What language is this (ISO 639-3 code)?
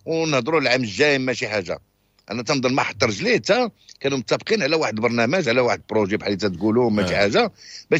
ary